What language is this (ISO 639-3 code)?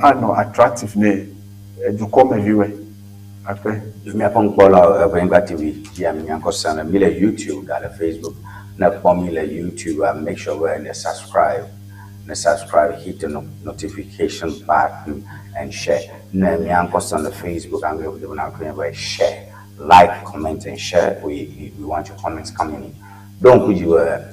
ewe